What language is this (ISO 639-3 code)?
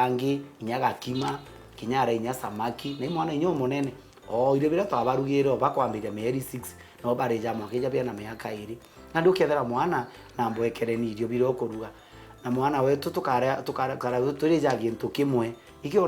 mer